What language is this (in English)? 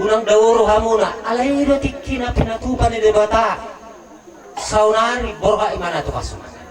Batak Toba